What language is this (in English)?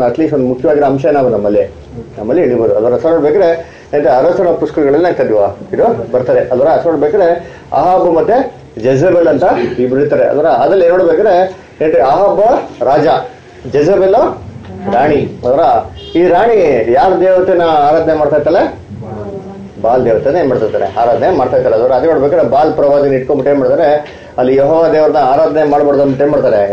Kannada